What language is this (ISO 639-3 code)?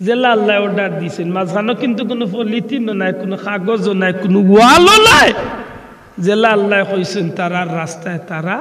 syl